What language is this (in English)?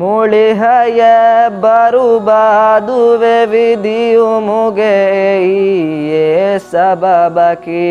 Divehi